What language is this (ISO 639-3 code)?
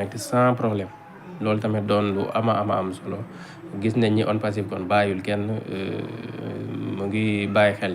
wol